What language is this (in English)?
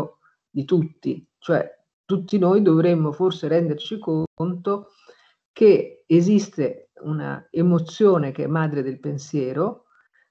Italian